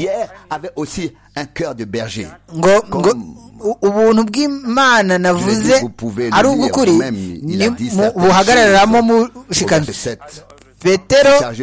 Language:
Kinyarwanda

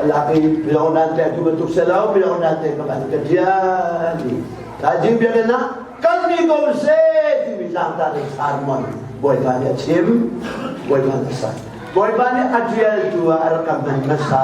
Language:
Hakha Chin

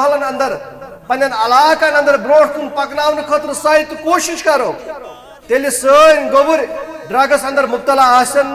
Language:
Kashmiri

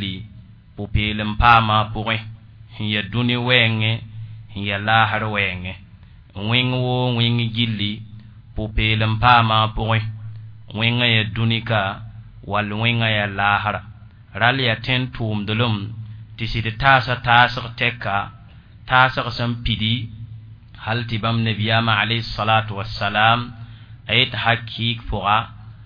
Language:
Mossi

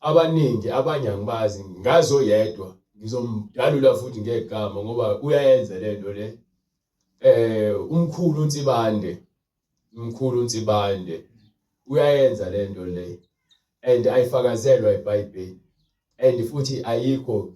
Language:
Zulu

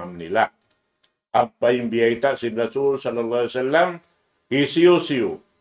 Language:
Tausug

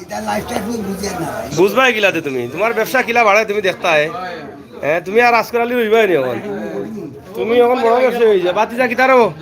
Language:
Sylheti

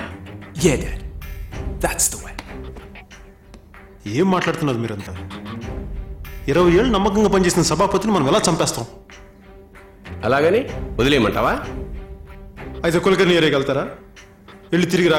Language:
Telugu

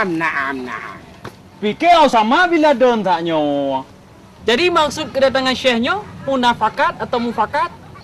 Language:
Achinese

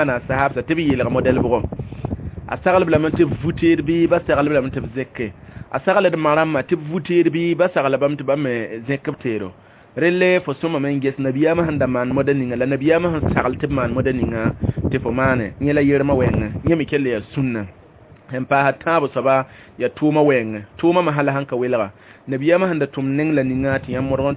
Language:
Mossi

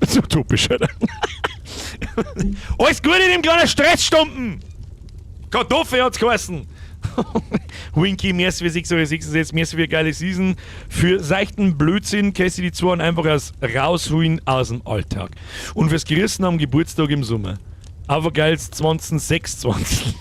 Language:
Bavarian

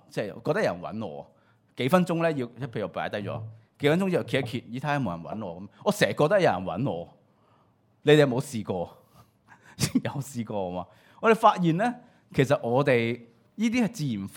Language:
Cantonese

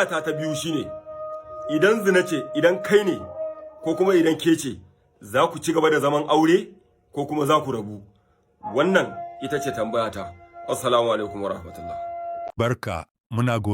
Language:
Hausa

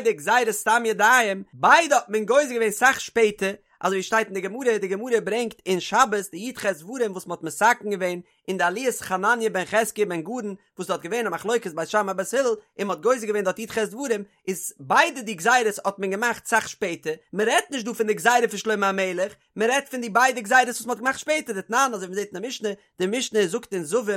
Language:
Yiddish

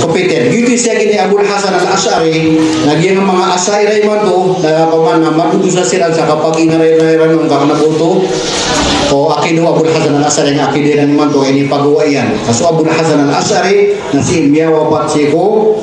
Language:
Maranao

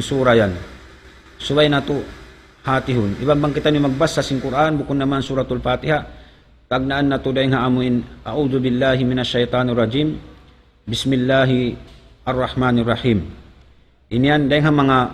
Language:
Tausug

